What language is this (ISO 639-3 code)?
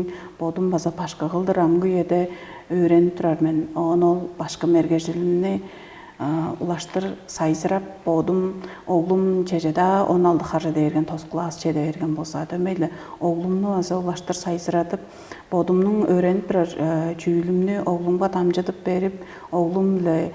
tyv